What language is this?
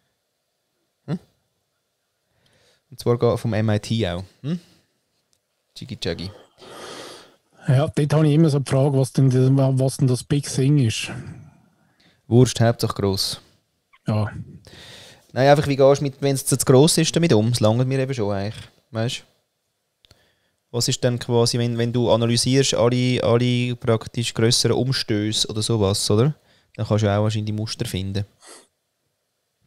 Swiss German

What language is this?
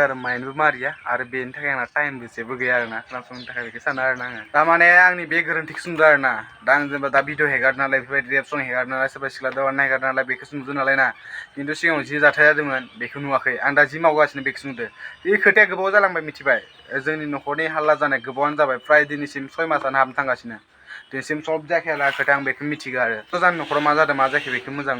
Bodo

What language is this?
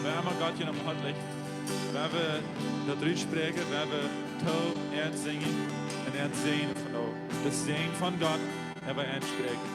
Plautdietsch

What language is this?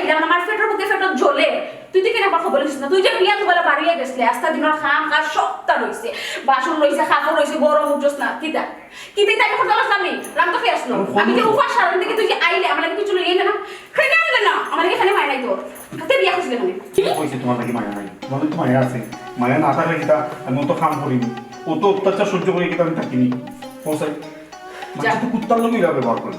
Sylheti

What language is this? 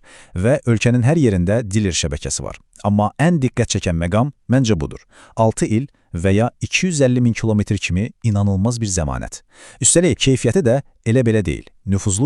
Azerbaijani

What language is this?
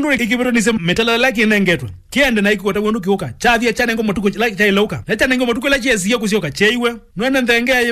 Kamba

